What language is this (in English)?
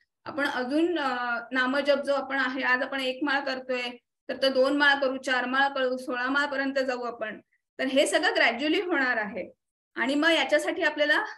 Marathi